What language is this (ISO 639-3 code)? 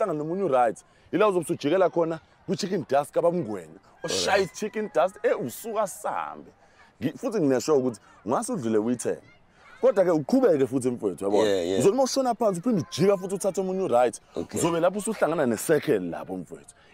zul